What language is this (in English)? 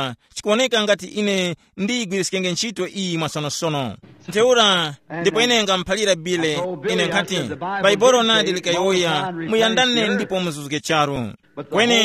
Tumbuka